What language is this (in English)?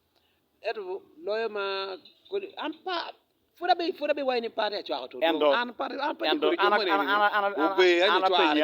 Acoli